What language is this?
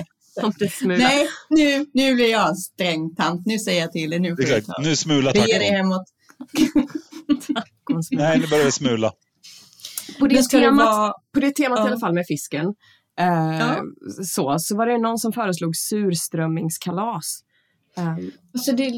Swedish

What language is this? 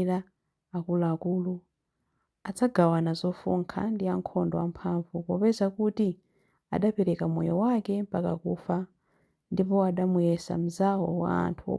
Nyanja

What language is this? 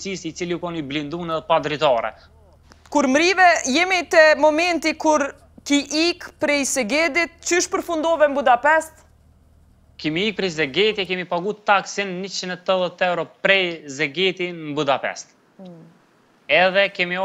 Albanian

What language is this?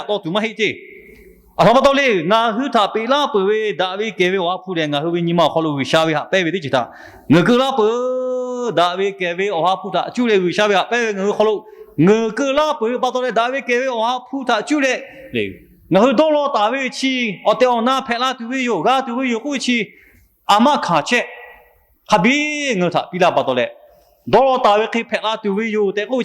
Lahu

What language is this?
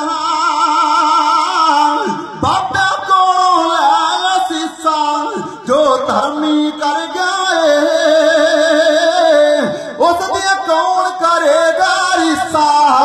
Punjabi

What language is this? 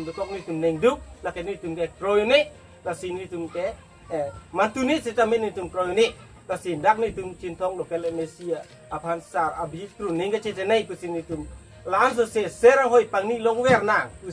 Karbi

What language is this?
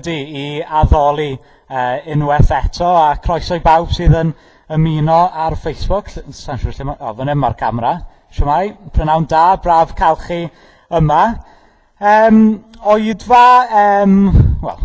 Welsh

